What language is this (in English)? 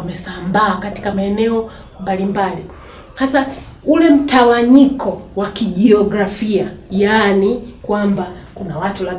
Swahili